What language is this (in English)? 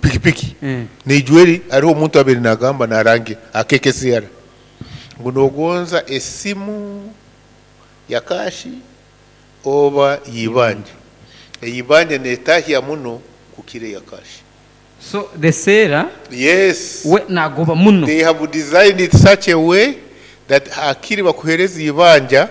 Nyankole